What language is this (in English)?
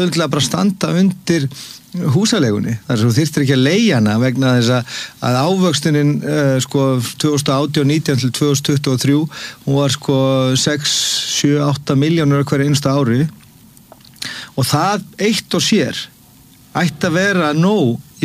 Icelandic